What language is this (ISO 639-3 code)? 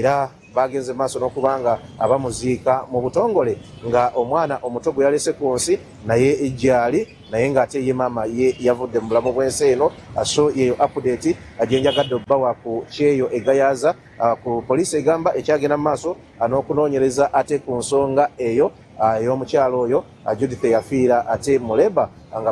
lug